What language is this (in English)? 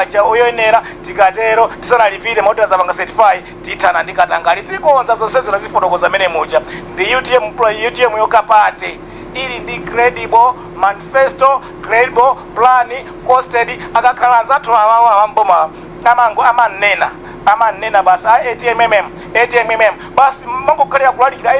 Nyanja